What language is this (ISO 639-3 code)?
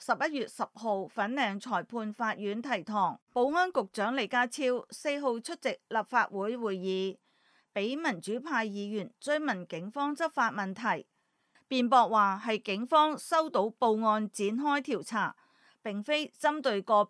yue